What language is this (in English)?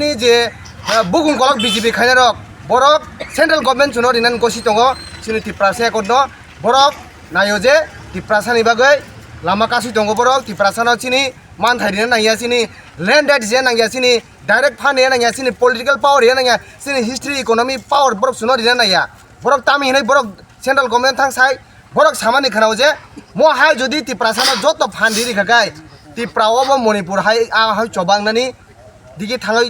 Kok Borok